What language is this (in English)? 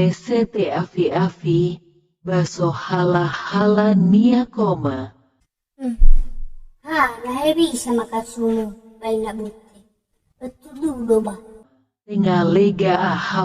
Nias